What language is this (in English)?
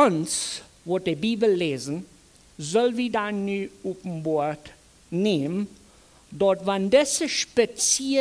Plautdietsch